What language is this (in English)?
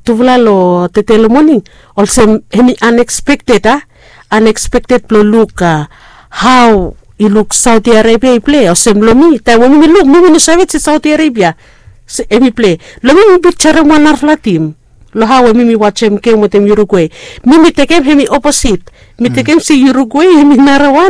Bislama